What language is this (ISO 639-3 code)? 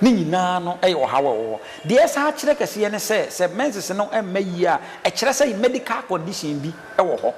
aka